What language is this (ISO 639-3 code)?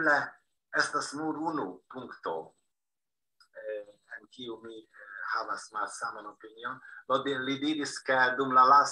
epo